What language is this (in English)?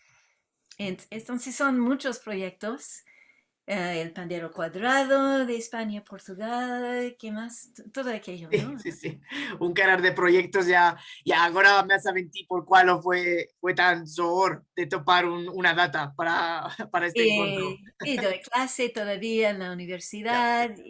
Ladino